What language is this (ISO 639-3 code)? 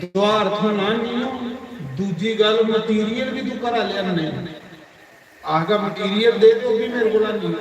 doi